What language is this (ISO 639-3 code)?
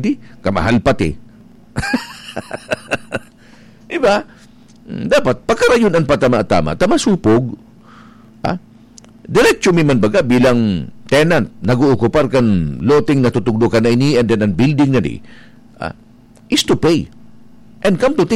bik